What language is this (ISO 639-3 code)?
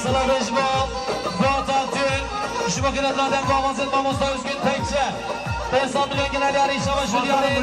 kur